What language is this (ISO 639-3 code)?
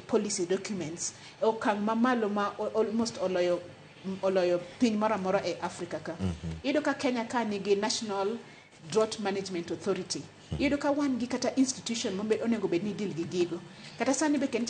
luo